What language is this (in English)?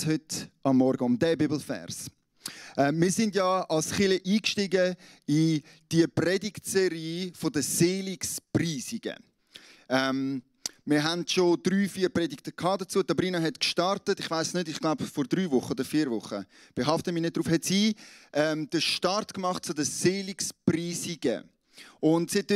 Swiss German